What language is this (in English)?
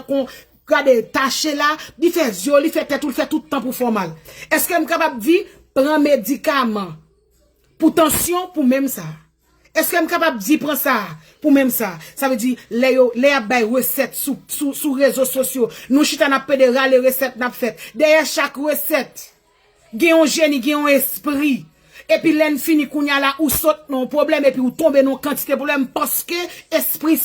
Haitian Creole